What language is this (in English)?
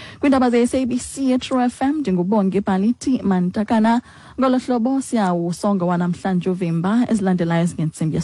Xhosa